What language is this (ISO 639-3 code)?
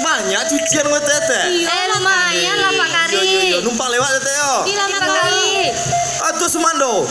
min